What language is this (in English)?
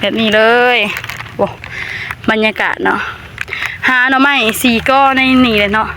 Northeastern Thai